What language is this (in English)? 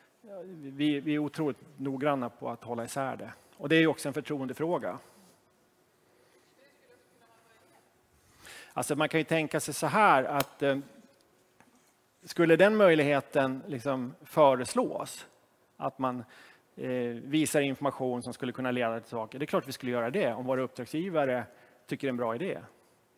Swedish